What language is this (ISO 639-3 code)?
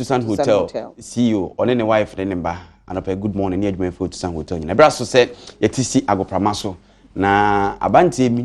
aka